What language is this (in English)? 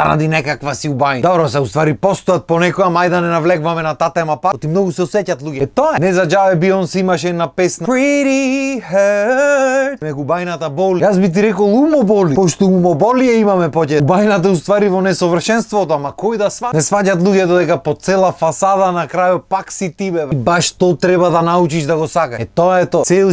Macedonian